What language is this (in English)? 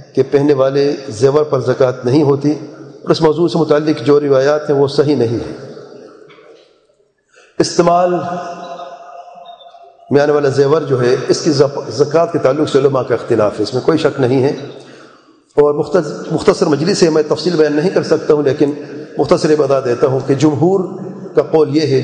Urdu